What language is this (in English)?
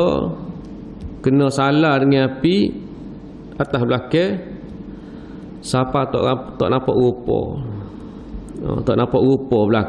Malay